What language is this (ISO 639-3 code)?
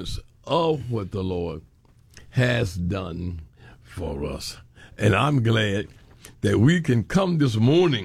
eng